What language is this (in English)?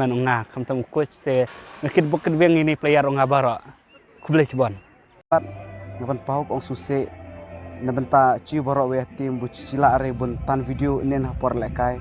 Khasi